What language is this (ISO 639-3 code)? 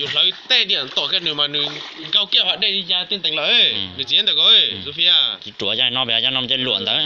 hmn